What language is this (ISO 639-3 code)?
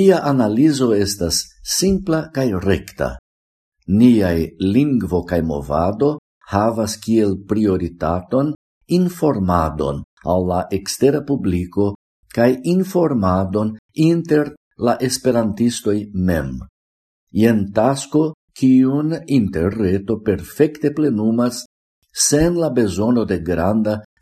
epo